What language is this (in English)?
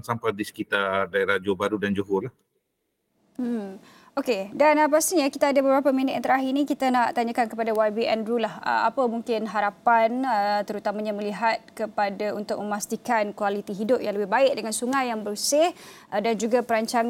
Malay